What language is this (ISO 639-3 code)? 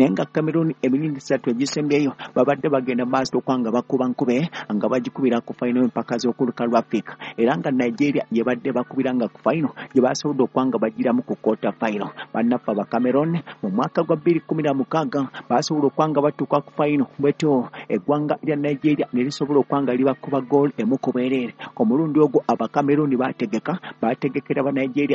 lug